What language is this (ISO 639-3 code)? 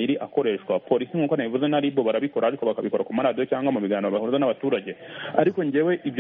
kin